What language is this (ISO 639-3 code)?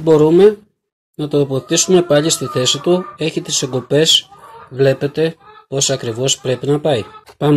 ell